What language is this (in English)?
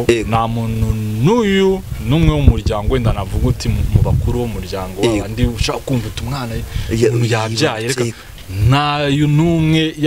Kinyarwanda